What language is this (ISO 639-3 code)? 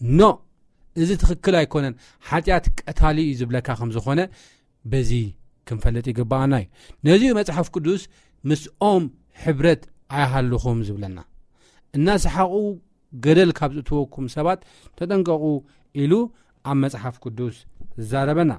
tir